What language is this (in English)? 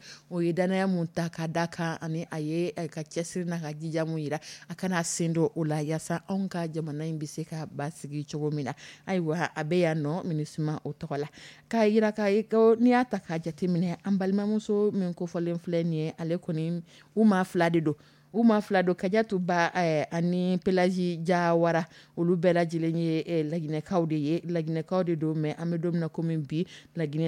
Dyula